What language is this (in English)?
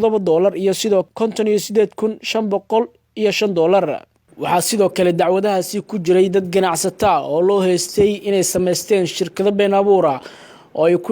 Somali